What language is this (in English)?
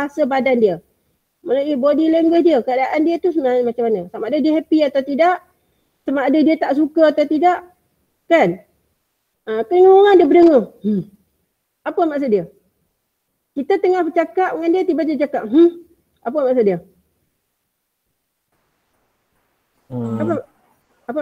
Malay